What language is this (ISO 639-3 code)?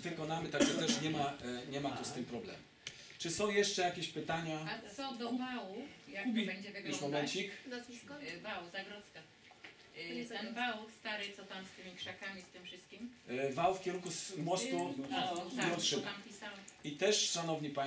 pol